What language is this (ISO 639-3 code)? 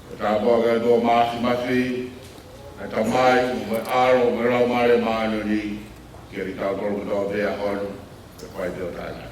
ton